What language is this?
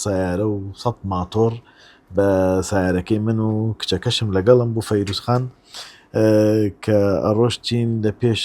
Central Kurdish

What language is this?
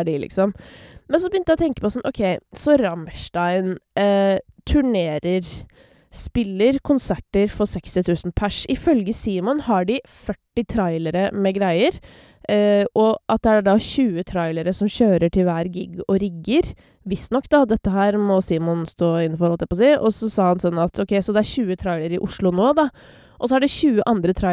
Norwegian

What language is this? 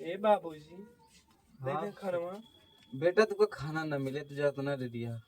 Awadhi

